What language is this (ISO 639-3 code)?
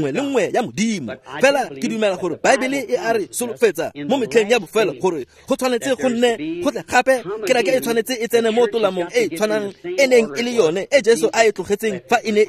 tsn